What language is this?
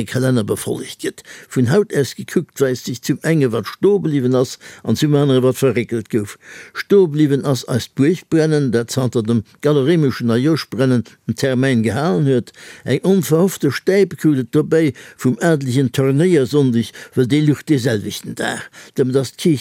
Luxembourgish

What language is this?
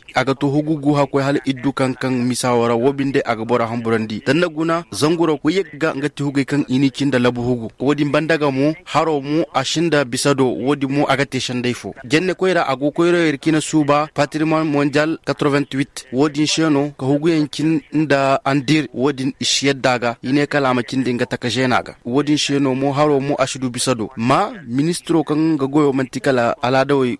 Koyraboro Senni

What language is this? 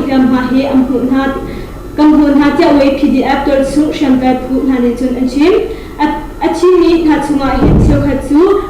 Hakha Chin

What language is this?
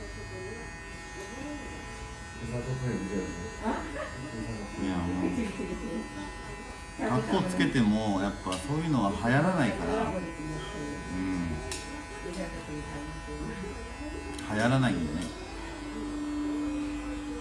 Japanese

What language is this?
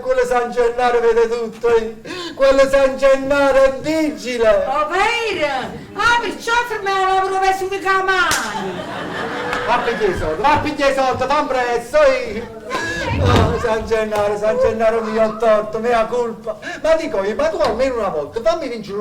Neapolitan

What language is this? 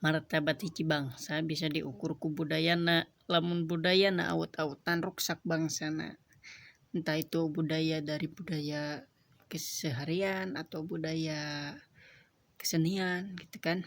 Sundanese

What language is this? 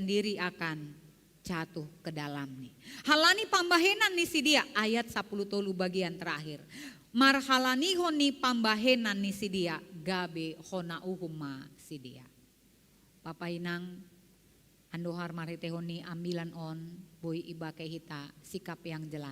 Batak Simalungun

